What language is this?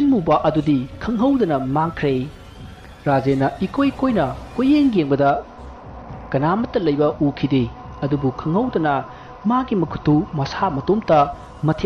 Manipuri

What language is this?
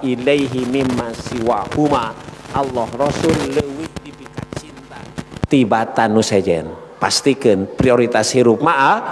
Sundanese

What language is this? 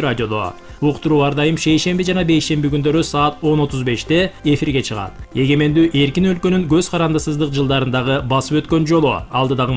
Kyrgyz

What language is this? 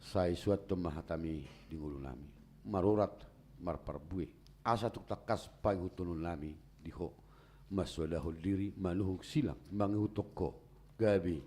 Batak Toba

